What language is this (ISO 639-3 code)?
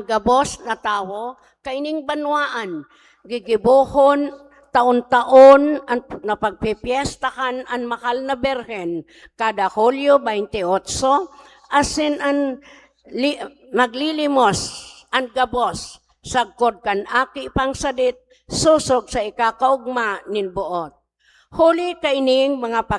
bik